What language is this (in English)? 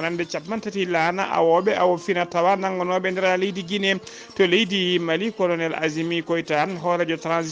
Fula